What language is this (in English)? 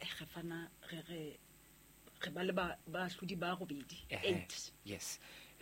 Southern Sotho